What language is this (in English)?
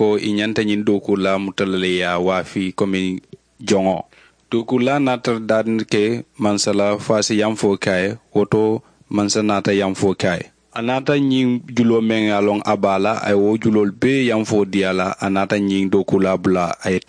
Mandingo